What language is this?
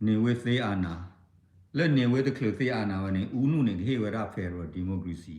S'gaw Karen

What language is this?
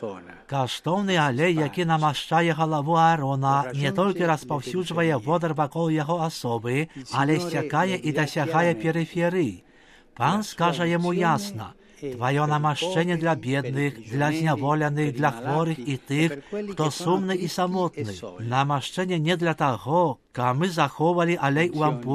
Belarusian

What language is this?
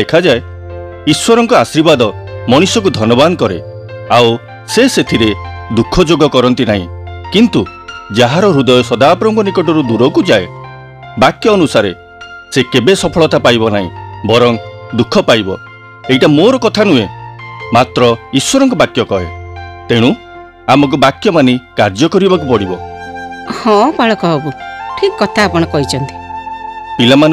Odia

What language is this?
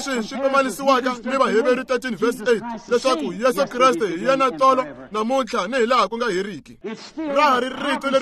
Tsonga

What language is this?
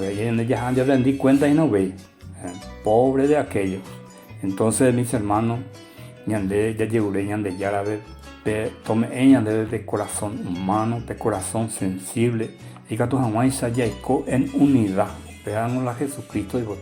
Guarani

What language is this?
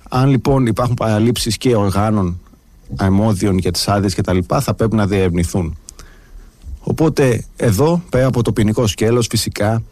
Greek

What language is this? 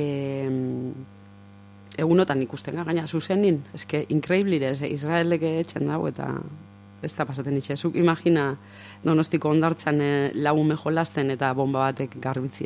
Basque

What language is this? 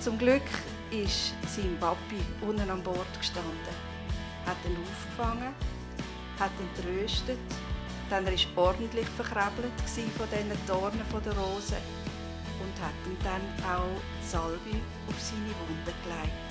Swiss German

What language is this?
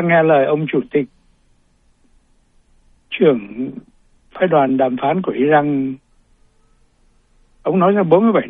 Vietnamese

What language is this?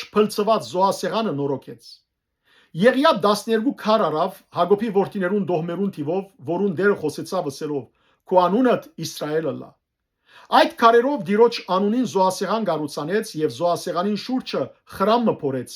Western Armenian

